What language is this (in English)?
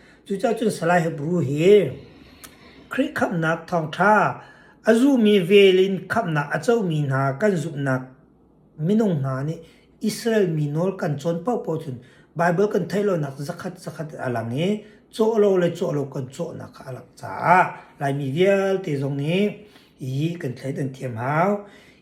Hakha Chin